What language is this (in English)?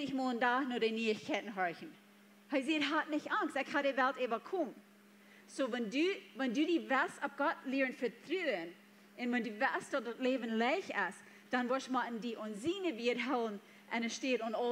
Plautdietsch